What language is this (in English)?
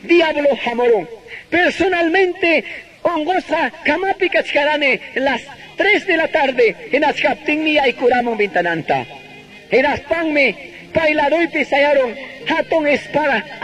Quechua